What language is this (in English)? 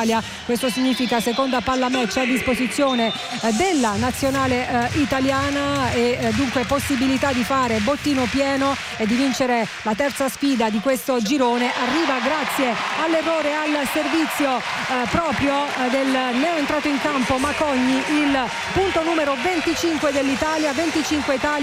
Italian